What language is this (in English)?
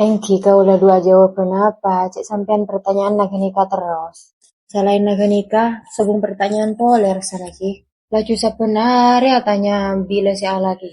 Madurese